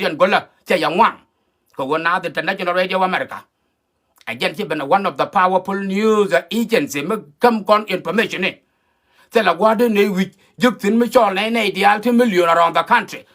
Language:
Nuer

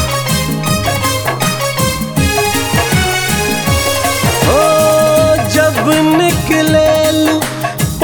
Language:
Bhojpuri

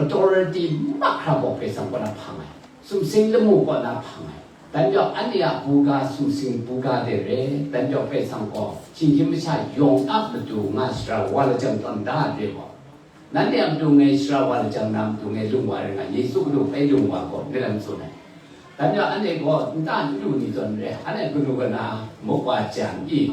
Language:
Kachin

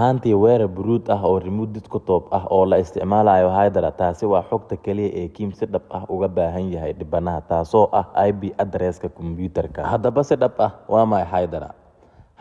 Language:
Somali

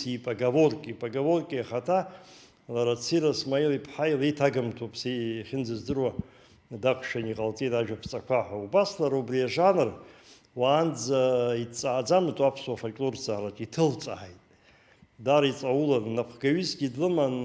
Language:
Abkhazian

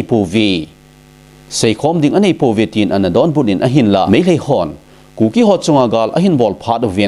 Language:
Thado Chin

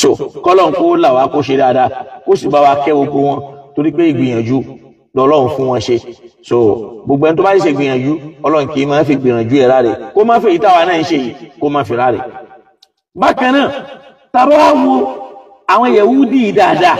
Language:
Yoruba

